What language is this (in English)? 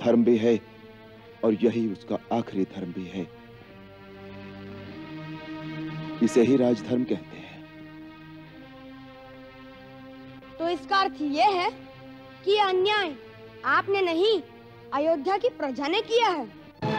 Hindi